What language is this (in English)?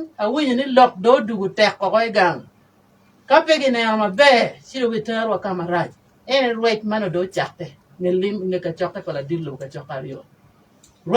Acoli